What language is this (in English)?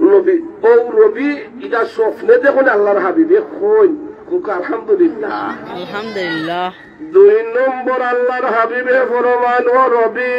Sylheti